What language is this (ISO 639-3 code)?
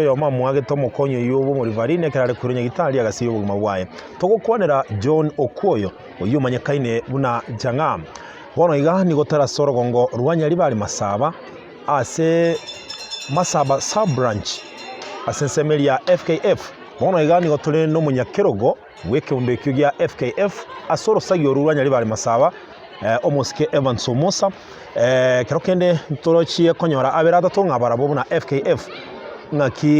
guz